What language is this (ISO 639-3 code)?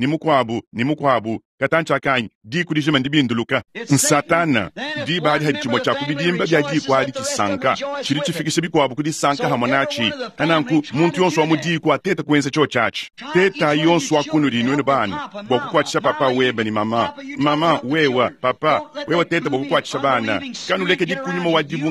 lua